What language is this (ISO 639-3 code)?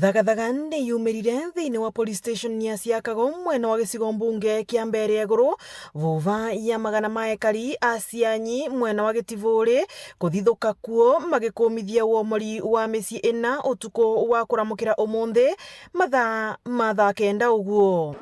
mer